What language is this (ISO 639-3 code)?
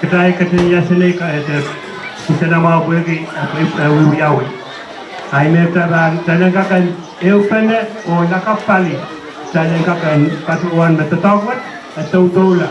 pon